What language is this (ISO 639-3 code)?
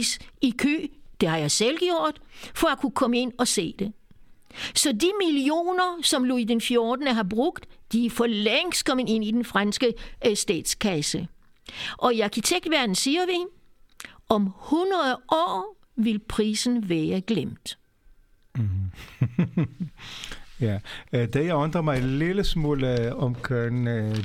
dan